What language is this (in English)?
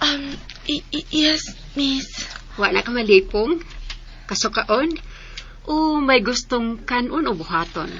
Cebuano